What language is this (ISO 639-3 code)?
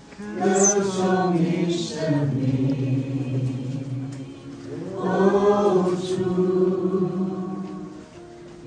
zho